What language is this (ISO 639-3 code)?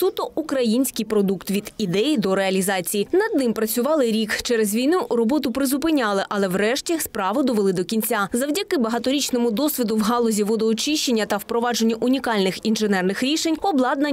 ukr